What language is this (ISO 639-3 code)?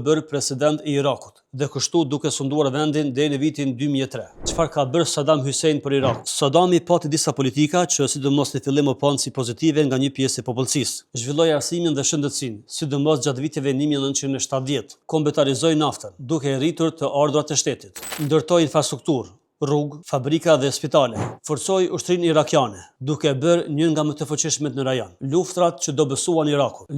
sqi